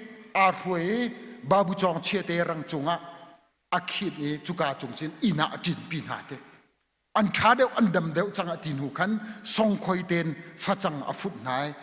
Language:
Hakha Chin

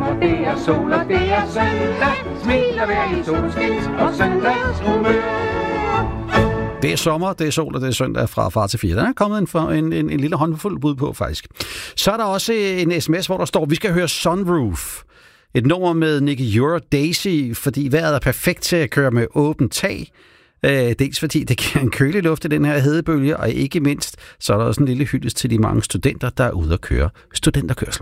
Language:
Danish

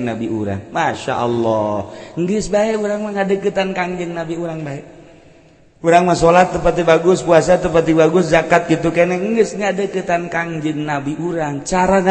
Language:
Sundanese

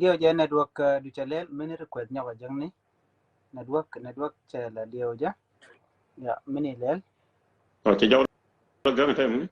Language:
Nuer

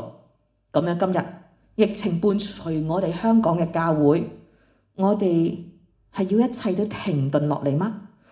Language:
Cantonese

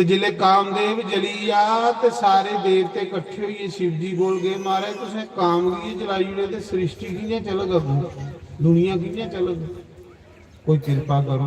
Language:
Dogri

